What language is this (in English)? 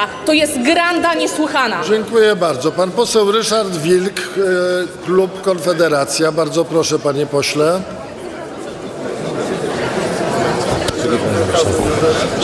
Polish